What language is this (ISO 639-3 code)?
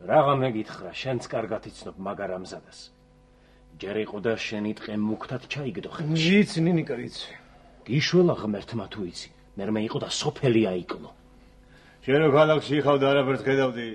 kat